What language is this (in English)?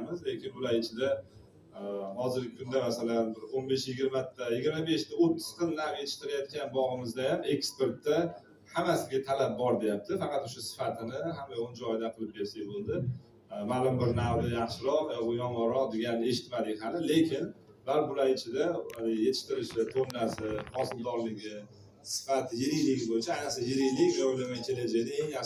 Uzbek